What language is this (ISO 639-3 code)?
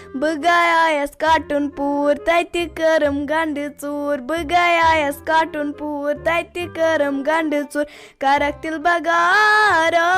kas